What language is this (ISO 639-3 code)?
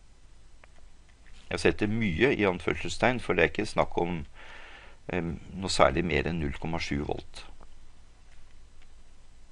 nor